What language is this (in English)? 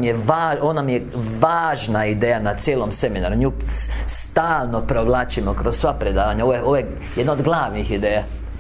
Croatian